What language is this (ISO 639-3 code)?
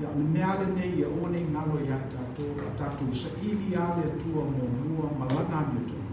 smo